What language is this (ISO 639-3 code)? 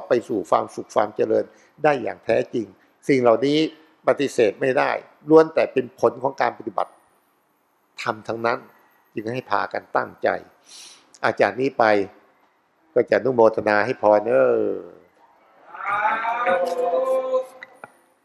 tha